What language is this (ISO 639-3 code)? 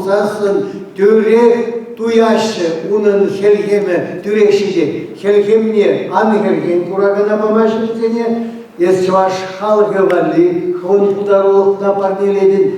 chv